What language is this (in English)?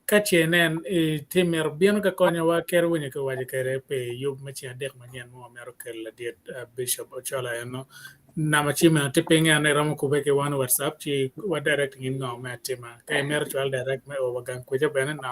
Acoli